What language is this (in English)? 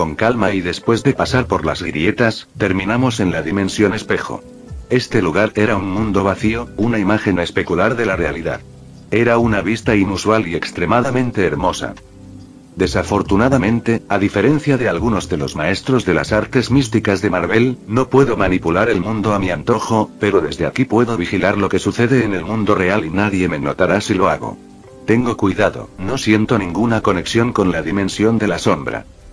Spanish